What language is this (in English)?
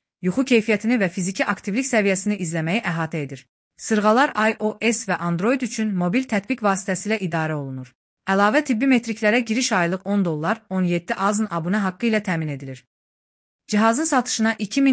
Azerbaijani